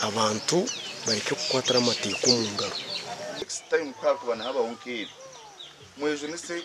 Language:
Nyankole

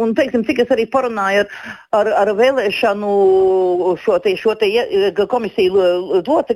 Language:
Latvian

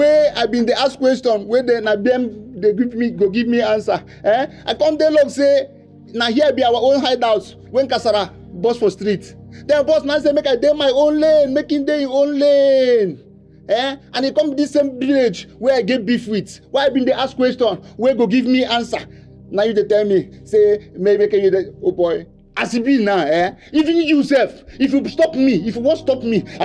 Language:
Nigerian Pidgin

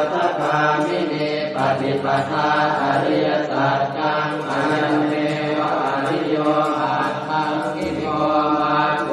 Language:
Pali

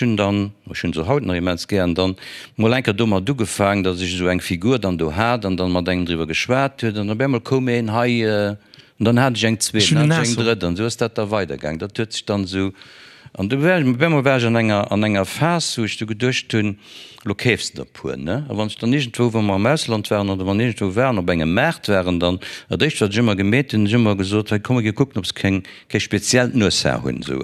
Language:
Luxembourgish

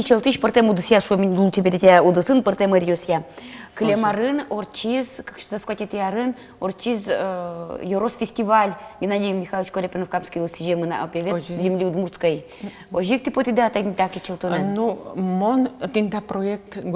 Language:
Udmurt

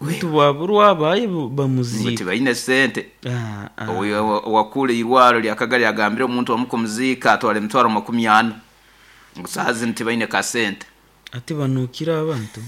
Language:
Nyoro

